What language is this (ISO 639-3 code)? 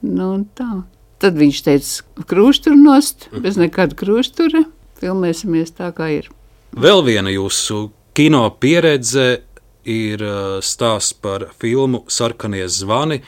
lav